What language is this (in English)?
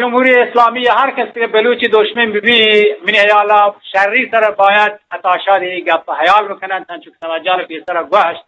Eastern Balochi